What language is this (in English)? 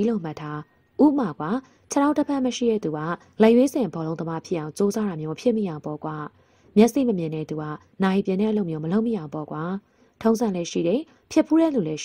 Burmese